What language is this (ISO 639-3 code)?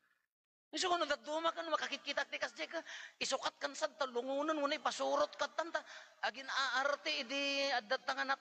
ilo